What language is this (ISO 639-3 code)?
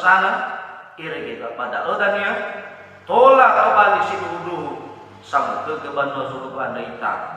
nia